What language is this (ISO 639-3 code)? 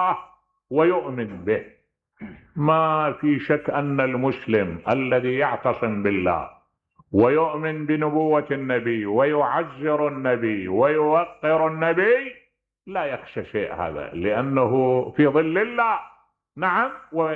acm